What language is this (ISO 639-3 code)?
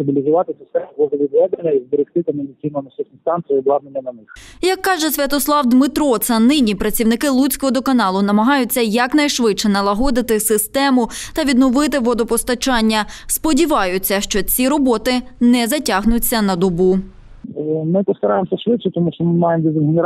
ukr